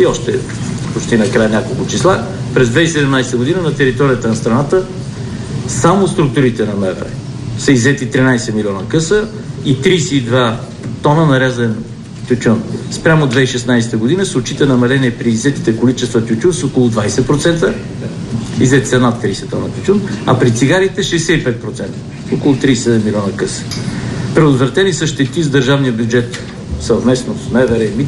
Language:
Bulgarian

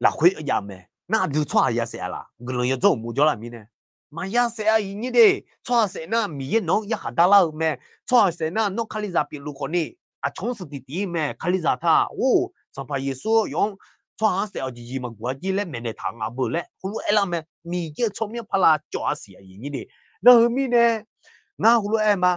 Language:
Akha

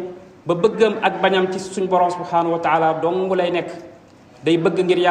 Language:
Wolof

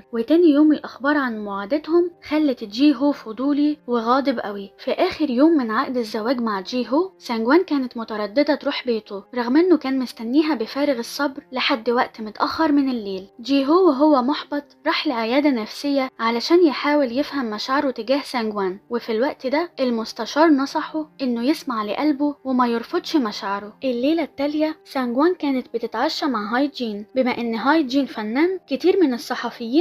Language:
Egyptian Arabic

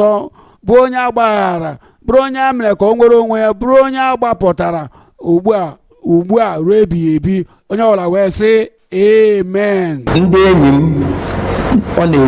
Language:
Igbo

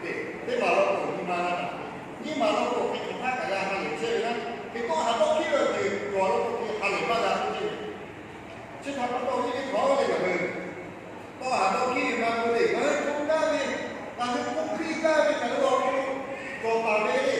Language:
Lahu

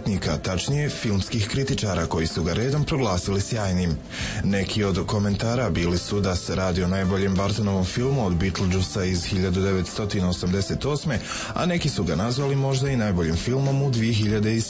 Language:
Croatian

